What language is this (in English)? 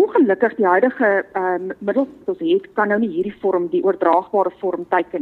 Afrikaans